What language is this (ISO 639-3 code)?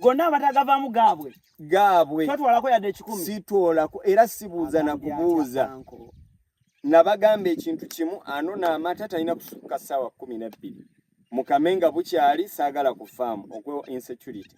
lug